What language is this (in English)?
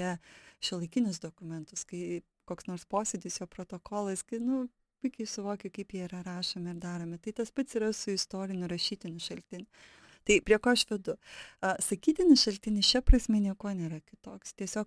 Lithuanian